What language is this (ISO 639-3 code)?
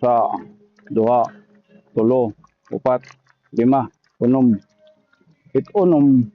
war